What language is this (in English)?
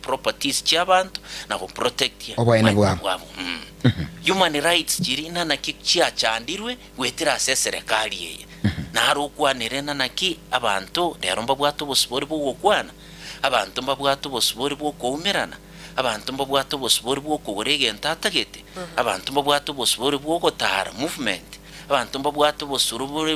Gusii